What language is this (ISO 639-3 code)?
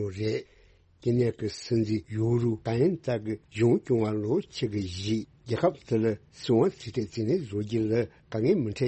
bod